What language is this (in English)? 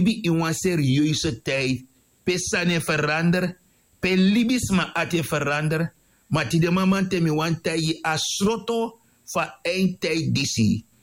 Sranan Tongo